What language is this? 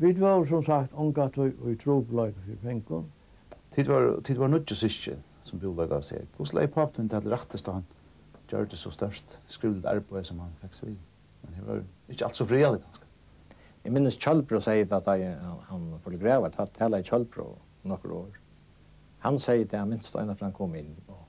Faroese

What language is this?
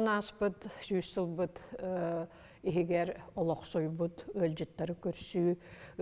Yakut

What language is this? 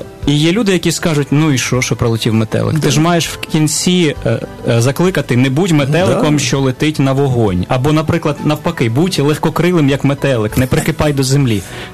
Ukrainian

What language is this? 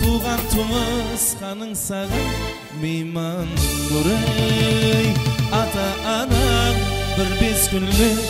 Kara-Kalpak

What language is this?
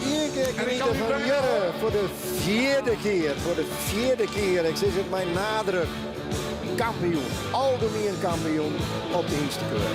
Western Frisian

